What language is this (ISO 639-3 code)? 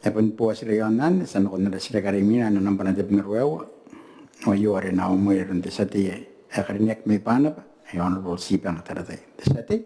gil